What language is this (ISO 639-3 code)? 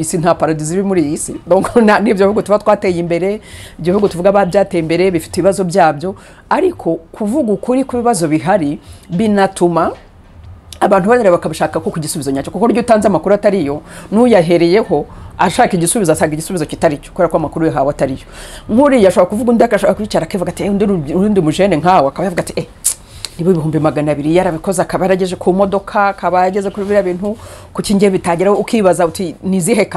kin